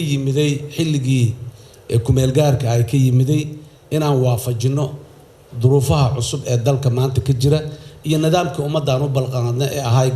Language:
Somali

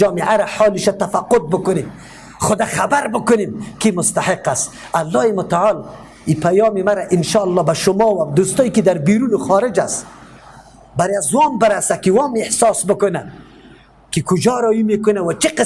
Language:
Persian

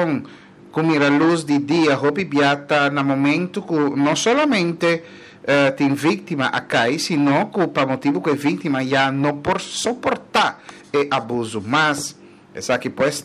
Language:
Papiamento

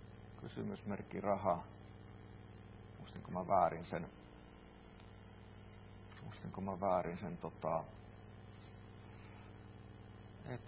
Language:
Finnish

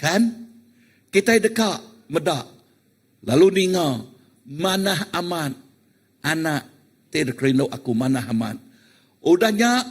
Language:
Iban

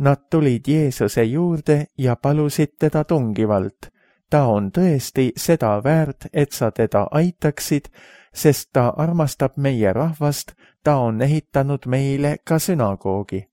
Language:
Estonian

